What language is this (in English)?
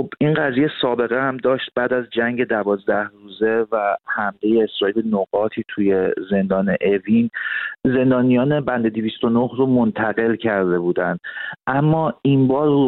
Persian